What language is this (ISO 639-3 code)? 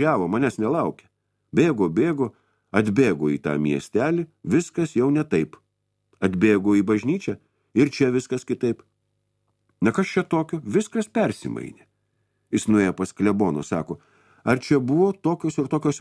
lit